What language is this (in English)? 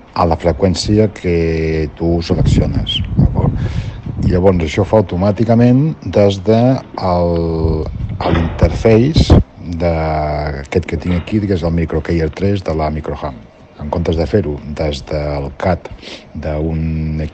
Catalan